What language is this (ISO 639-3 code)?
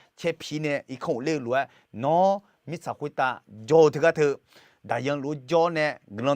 ahk